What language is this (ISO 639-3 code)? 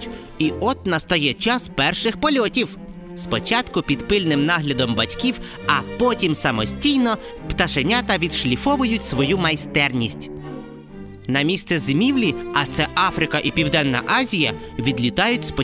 ukr